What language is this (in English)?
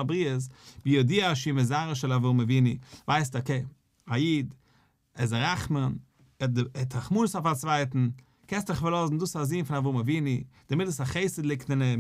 Yiddish